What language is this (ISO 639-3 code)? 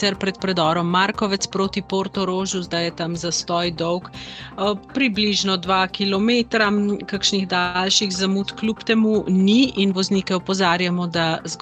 slv